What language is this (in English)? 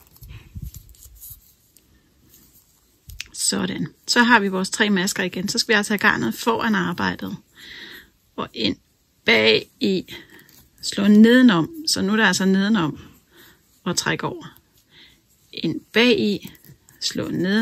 Danish